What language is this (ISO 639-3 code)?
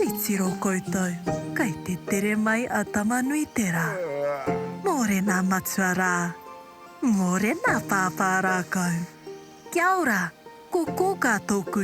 mri